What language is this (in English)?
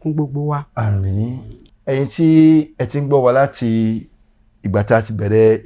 Yoruba